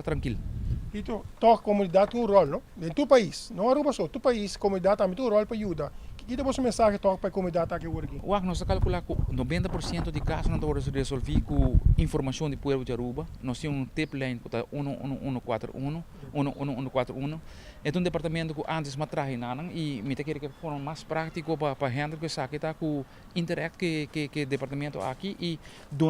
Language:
Papiamento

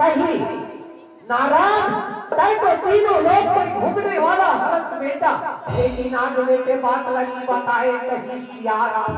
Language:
Chhattisgarhi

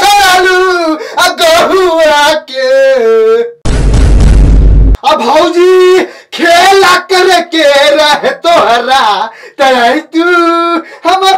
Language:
Bhojpuri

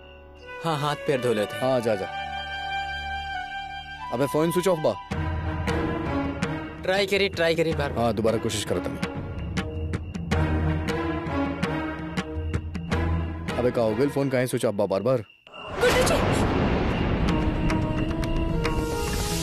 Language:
Bhojpuri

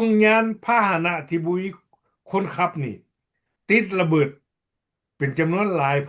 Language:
Lao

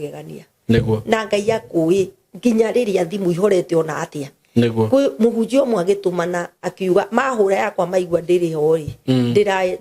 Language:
Kikuyu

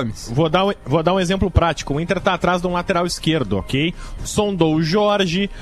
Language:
Portuguese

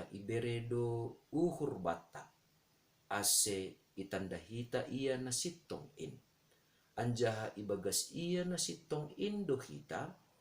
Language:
Batak Simalungun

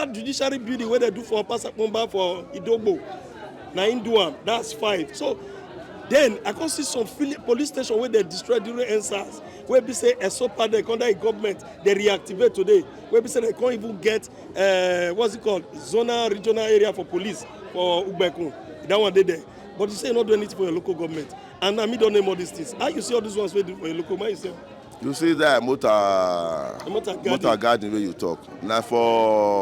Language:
Nigerian Pidgin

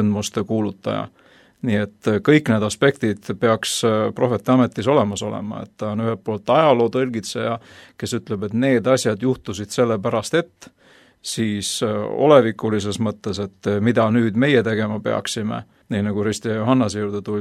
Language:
Estonian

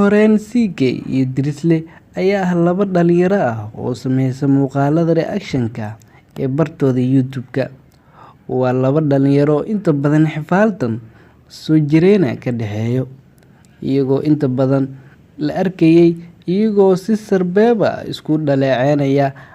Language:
Somali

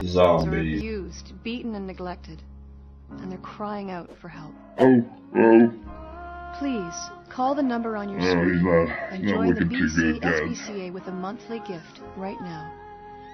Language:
English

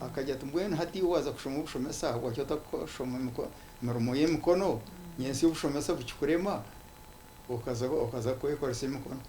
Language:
Nyankole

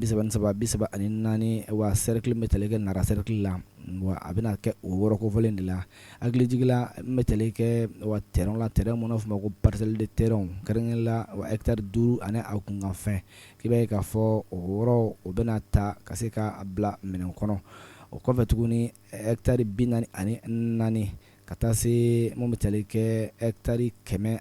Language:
Bambara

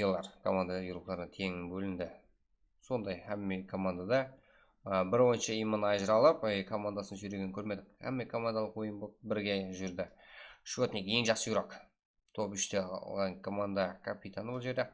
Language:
Kara-Kalpak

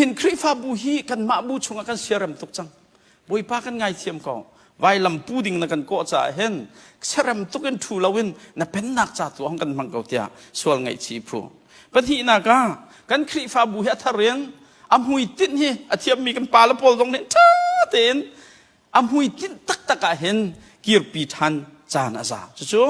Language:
Hakha Chin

